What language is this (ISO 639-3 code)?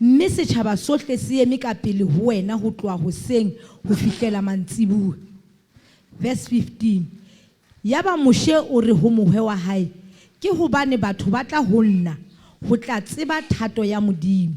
sot